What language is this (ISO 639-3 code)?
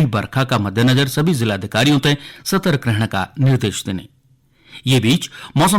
gbm